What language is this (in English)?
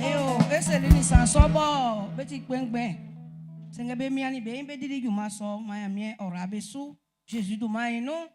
Baoulé